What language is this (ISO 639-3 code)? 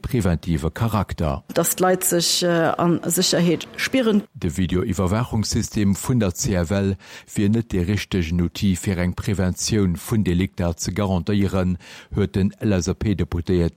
ltz